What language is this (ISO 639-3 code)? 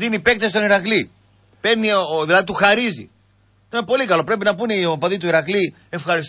ell